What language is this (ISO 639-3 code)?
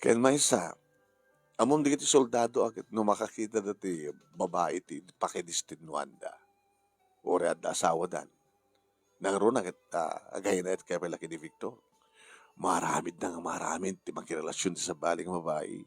ilo